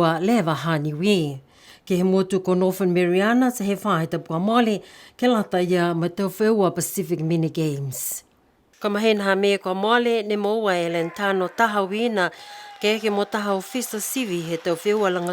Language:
Niuean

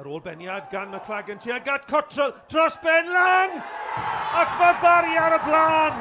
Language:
Welsh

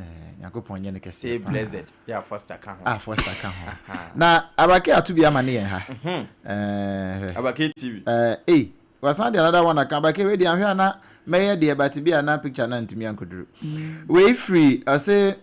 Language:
Akan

